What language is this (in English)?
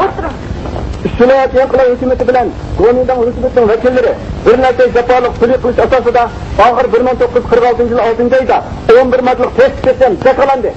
Uyghur